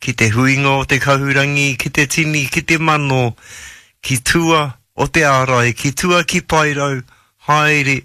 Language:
Māori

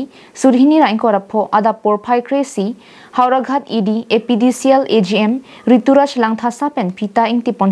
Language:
Karbi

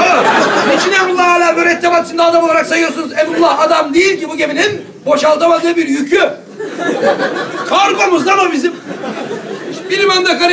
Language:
Turkish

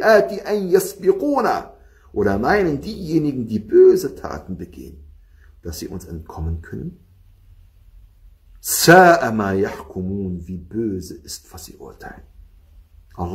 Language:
German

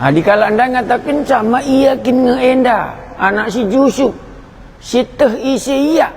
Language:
Batak Karo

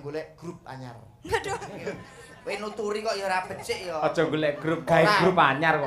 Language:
Javanese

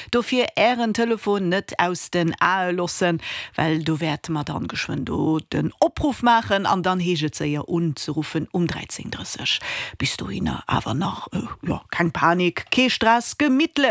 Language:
Luxembourgish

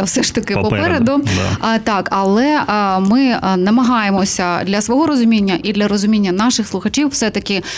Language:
Ukrainian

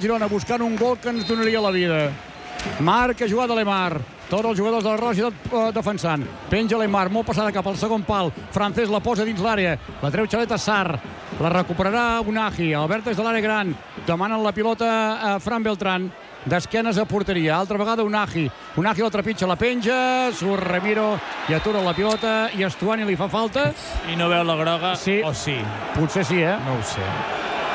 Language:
Catalan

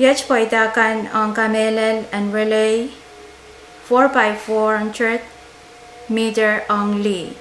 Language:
Pohnpeian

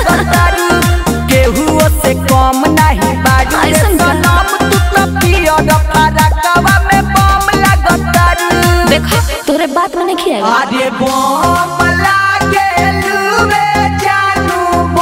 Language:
Bhojpuri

